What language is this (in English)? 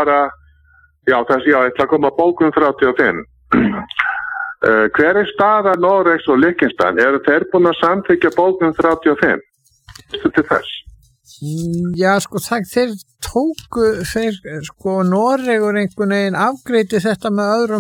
Icelandic